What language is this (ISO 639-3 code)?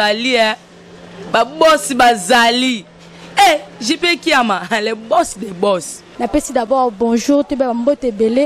lin